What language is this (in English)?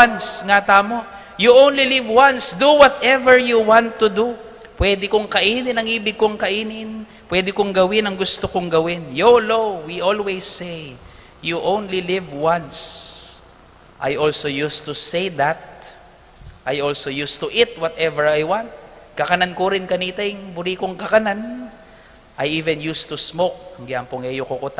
Pampanga